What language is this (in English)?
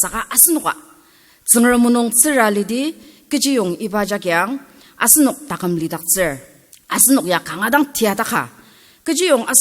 Ao Naga